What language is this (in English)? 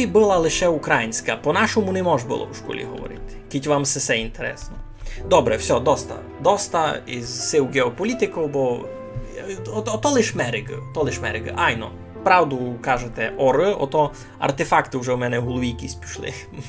Rusyn